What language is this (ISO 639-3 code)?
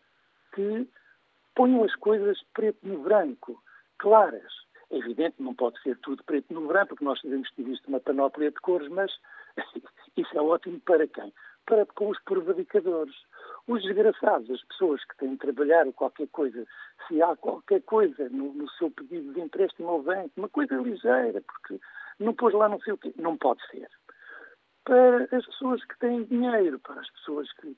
por